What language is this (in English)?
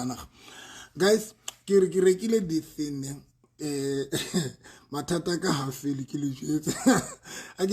Southern Sotho